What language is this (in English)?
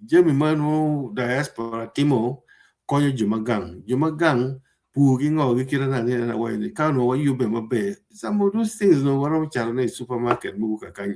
Acoli